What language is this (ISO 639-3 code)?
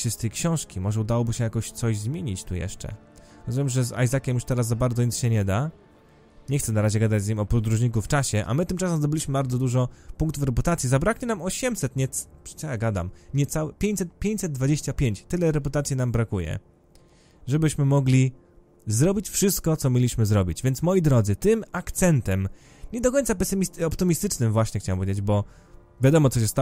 pol